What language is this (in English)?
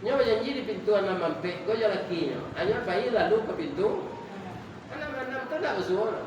Minangkabau